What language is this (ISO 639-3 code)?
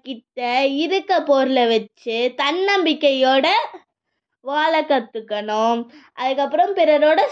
tam